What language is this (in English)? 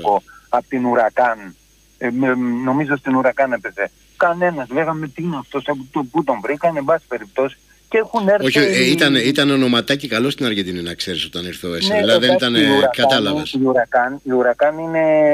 Greek